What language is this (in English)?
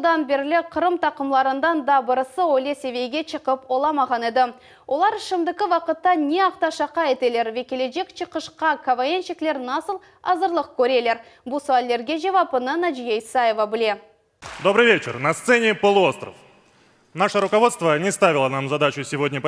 Crimean Tatar